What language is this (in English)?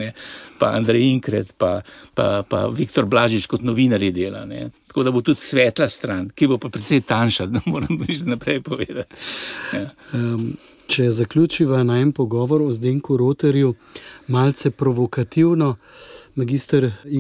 Slovenian